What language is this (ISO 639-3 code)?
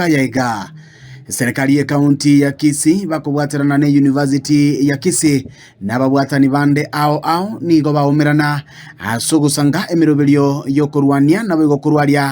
guz